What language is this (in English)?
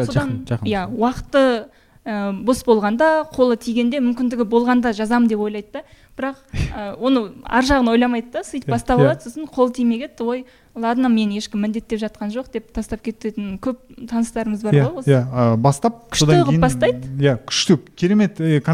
Kazakh